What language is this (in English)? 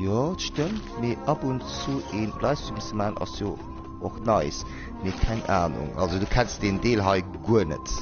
Luxembourgish